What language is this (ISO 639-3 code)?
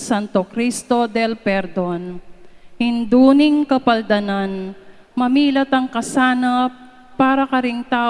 pam